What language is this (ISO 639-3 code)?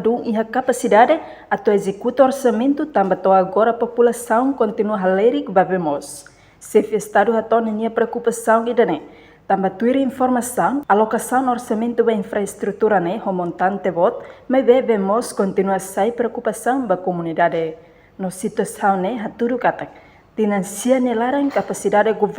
tet